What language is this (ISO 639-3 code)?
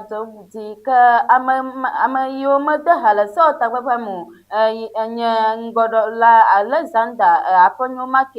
ewe